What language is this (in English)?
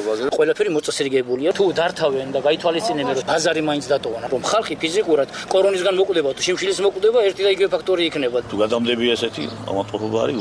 Georgian